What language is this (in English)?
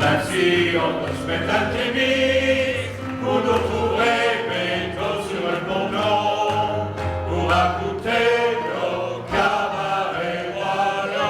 Picard